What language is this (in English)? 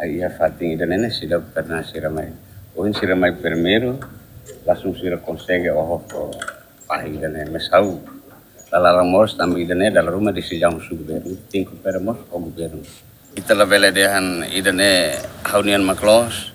Tetum